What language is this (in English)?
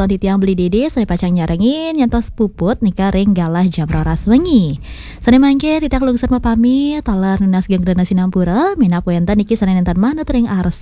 Balinese